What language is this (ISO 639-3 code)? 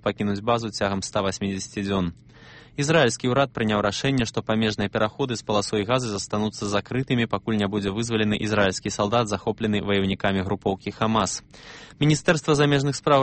bel